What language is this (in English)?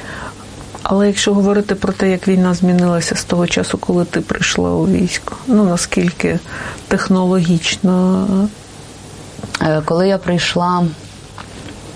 Ukrainian